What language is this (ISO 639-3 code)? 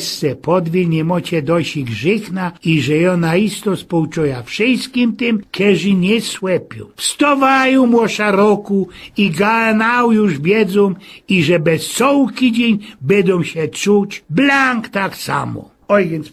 szl